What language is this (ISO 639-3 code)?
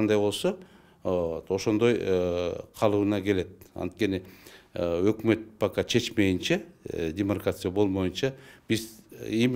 kir